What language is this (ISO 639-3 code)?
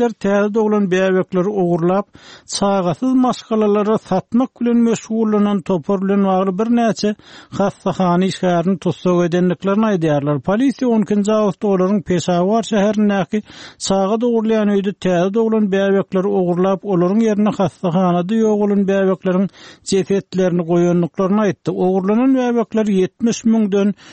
tuk